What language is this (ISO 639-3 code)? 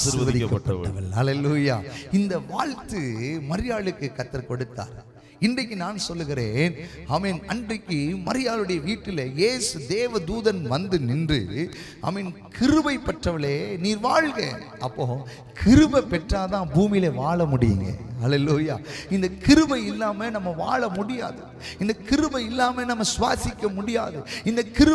tam